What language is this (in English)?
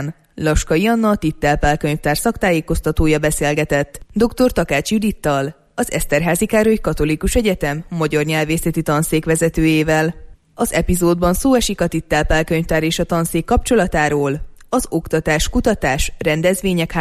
Hungarian